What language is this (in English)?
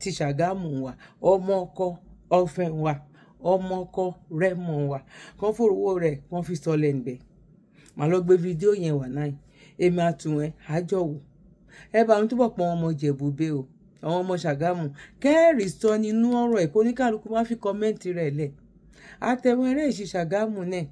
Yoruba